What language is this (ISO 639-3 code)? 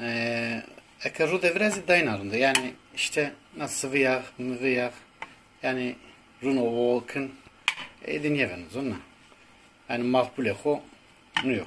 zza